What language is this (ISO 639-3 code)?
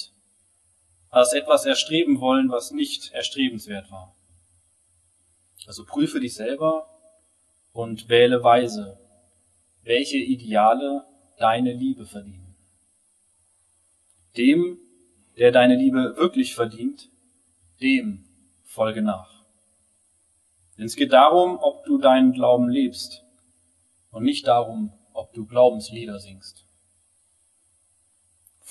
deu